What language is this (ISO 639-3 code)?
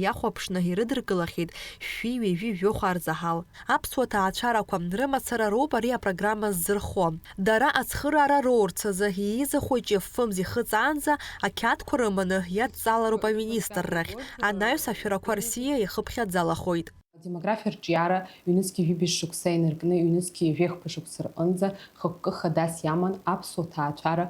abk